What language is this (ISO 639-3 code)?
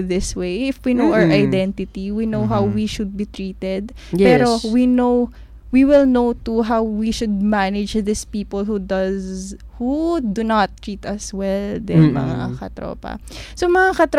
fil